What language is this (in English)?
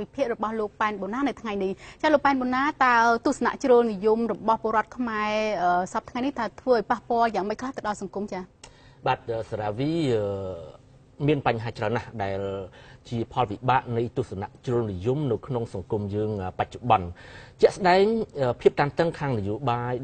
Khmer